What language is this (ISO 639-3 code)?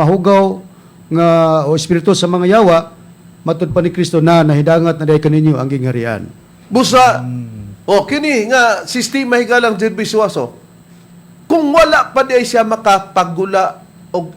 ceb